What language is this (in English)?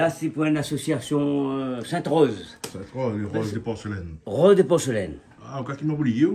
Réunion Creole French